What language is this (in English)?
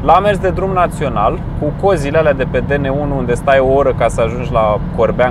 Romanian